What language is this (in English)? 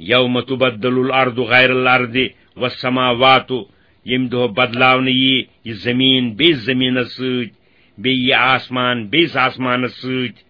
Kashmiri